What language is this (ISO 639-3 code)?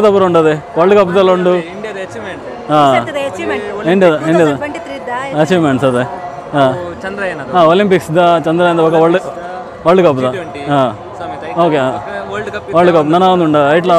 tcy